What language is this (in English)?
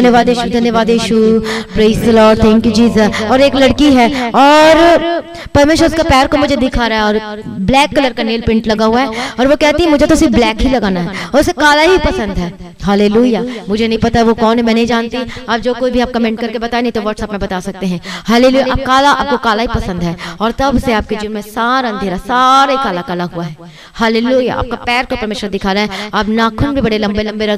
Hindi